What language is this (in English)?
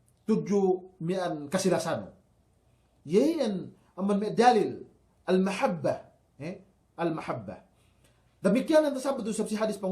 Yakan